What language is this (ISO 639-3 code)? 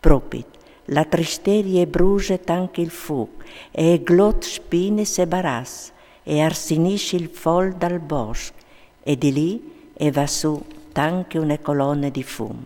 fur